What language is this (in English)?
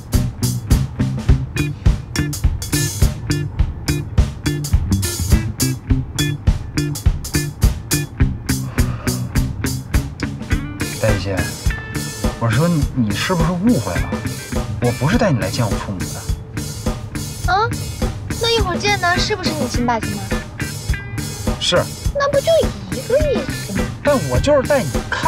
Chinese